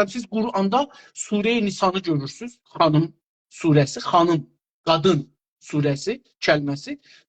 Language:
South Azerbaijani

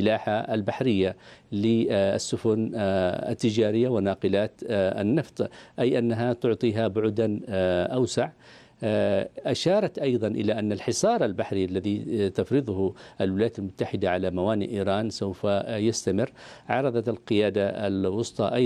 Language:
Arabic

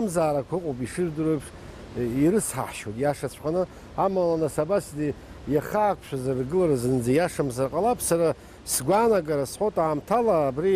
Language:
Abkhazian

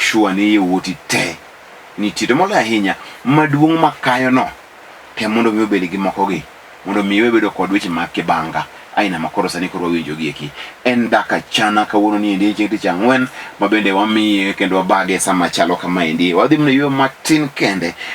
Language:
Luo (Kenya and Tanzania)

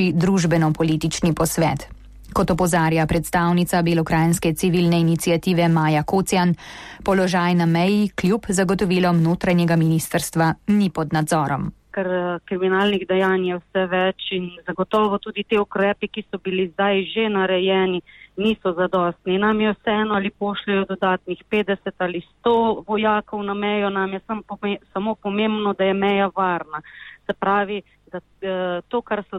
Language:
Slovenian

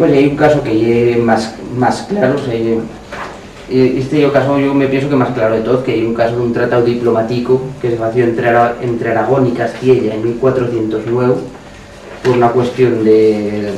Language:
Aragonese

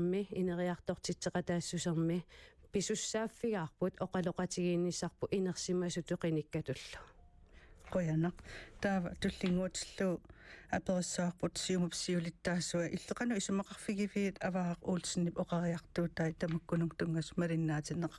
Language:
Kalaallisut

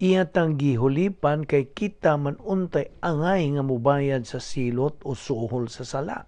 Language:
Cebuano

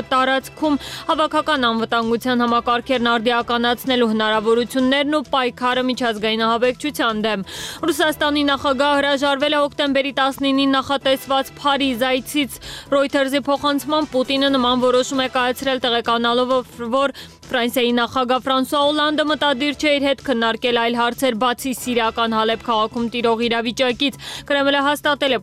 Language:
Armenian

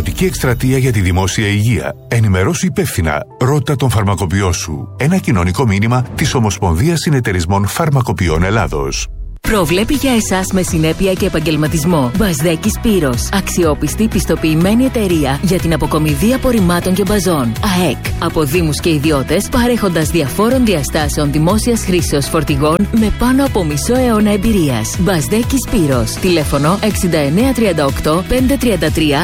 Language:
Greek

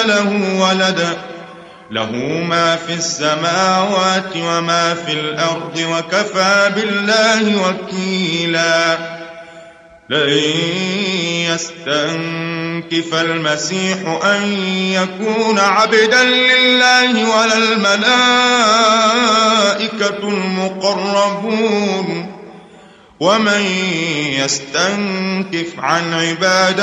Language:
Arabic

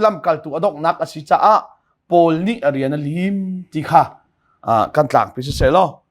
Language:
Hakha Chin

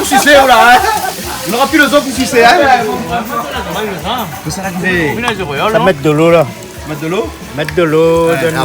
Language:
Réunion Creole French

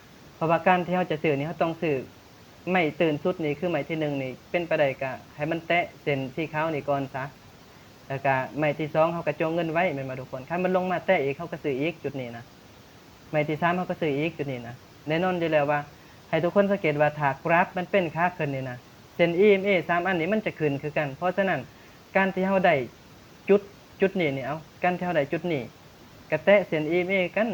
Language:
Lao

